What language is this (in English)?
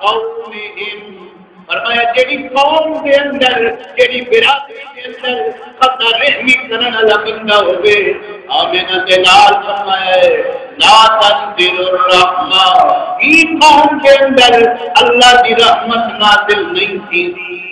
Saraiki